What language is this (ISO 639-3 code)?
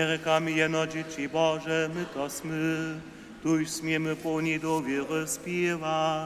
hsb